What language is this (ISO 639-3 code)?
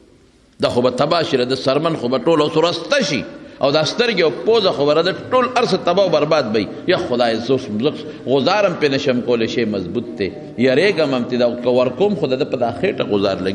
pus